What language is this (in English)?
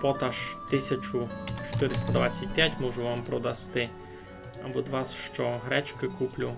Rusyn